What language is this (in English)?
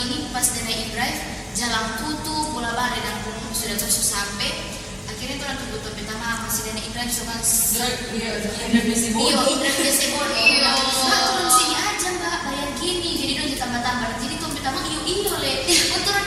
Manado Malay